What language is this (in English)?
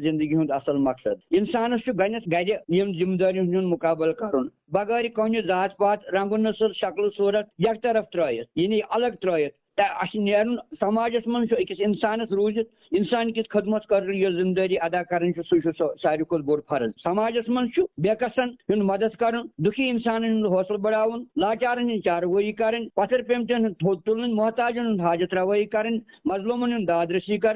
Kashmiri